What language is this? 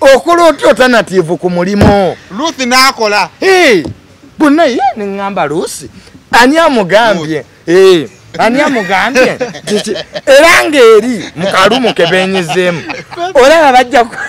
Ganda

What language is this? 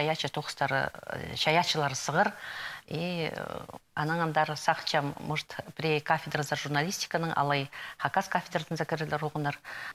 Khakas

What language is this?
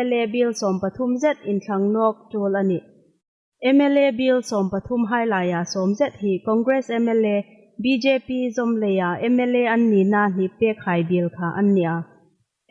Hmar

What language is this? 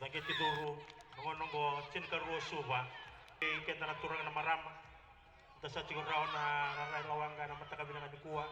Fijian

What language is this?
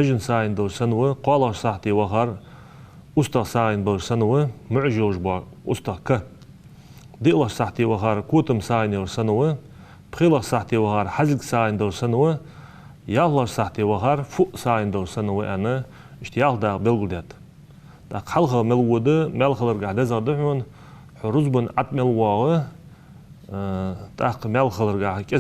Ingush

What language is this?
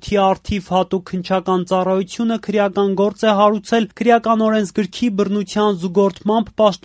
Armenian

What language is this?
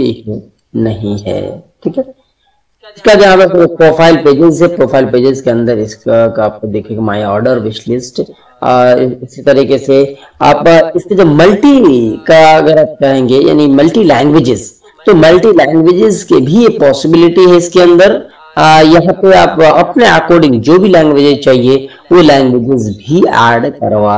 Hindi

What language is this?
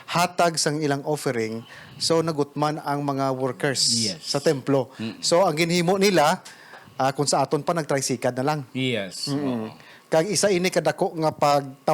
Hiligaynon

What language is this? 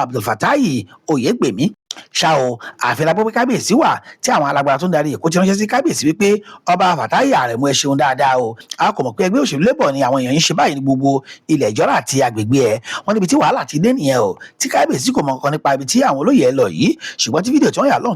Yoruba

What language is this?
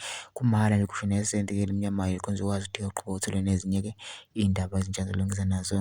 Zulu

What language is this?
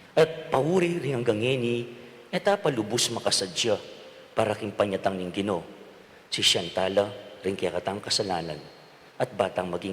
Pampanga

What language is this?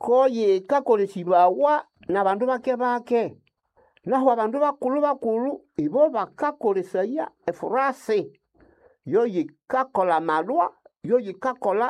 Nande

